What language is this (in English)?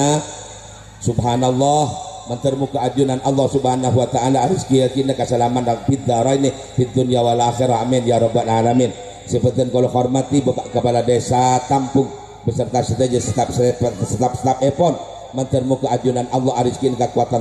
Madurese